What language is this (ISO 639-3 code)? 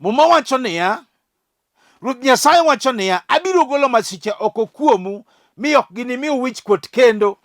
luo